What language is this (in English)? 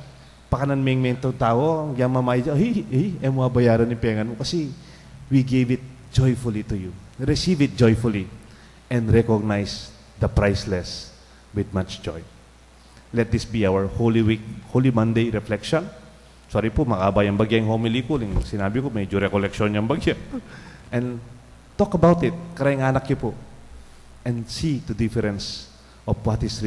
Pampanga